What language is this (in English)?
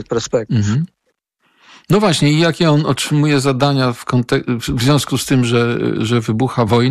Polish